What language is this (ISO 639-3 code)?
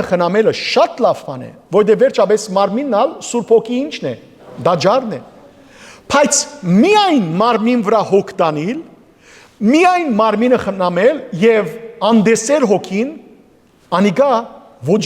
hyw